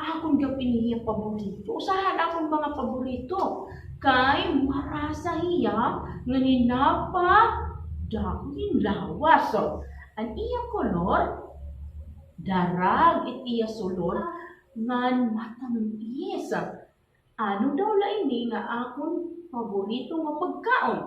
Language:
Waray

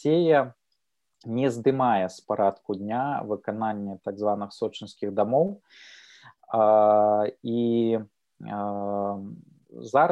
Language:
Belarusian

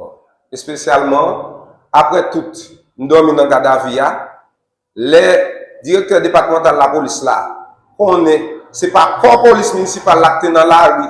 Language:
Haitian Creole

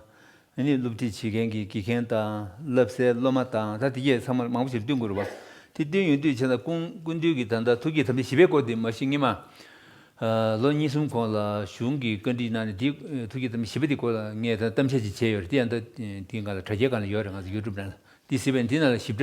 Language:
Tibetan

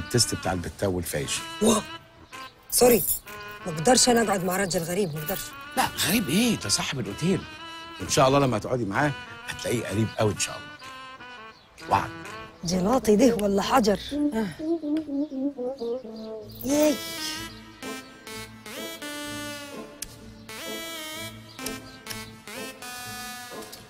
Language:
Egyptian Arabic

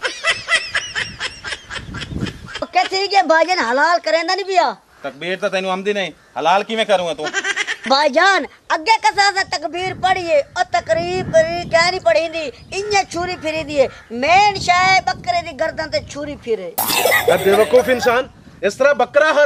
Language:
Punjabi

